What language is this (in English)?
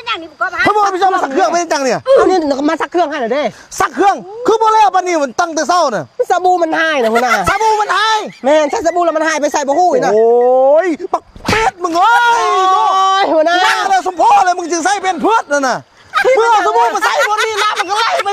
Lao